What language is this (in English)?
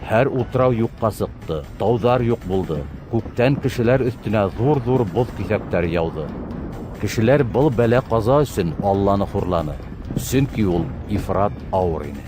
Bashkir